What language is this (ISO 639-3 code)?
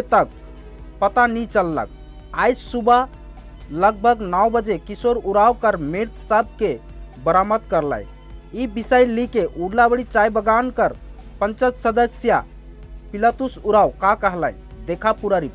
sck